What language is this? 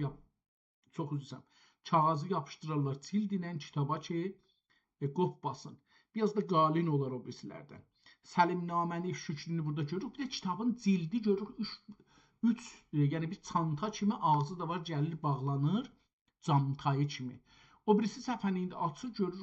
South Azerbaijani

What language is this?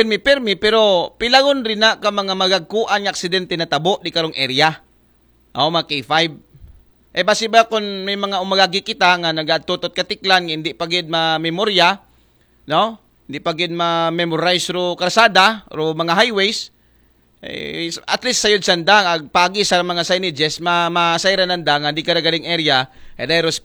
Aklanon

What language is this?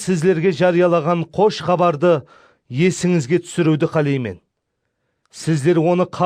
Kara-Kalpak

